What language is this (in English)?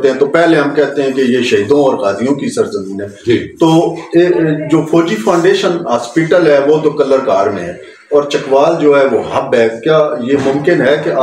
Urdu